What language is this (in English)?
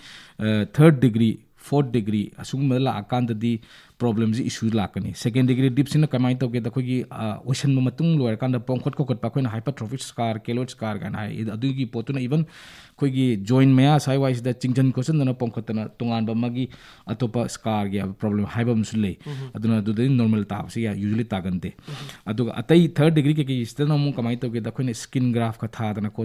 Manipuri